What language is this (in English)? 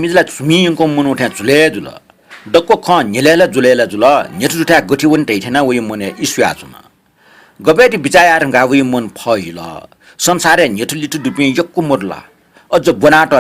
Newari